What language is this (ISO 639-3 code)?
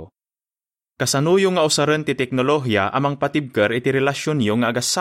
ilo